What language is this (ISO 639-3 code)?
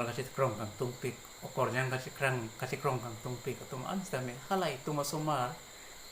mjw